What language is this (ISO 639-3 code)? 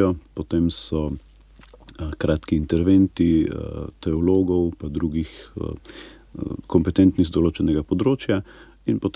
slv